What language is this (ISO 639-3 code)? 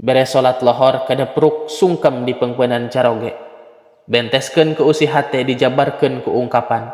sun